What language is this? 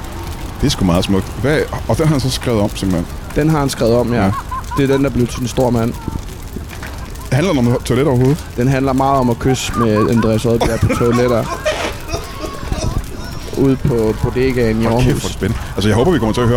Danish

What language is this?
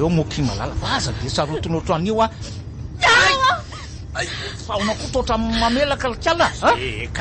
Malagasy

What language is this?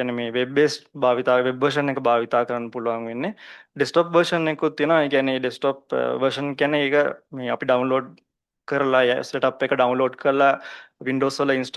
Sinhala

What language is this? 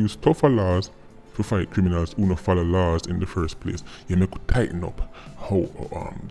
Jamaican Creole English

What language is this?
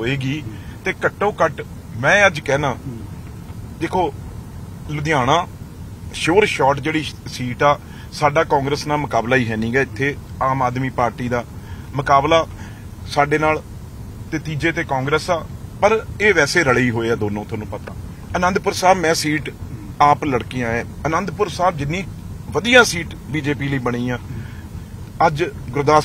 Punjabi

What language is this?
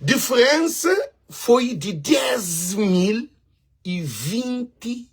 Kabuverdianu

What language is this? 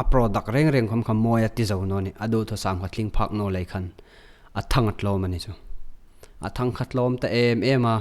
Hmar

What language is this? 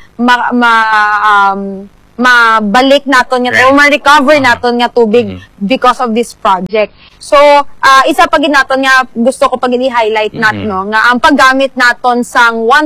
Hiligaynon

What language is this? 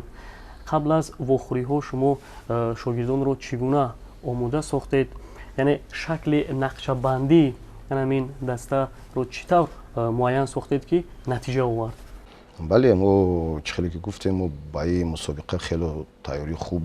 Tajik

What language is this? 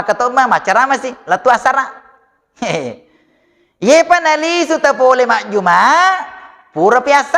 Buginese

